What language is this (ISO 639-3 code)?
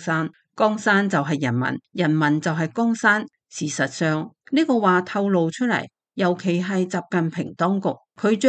yue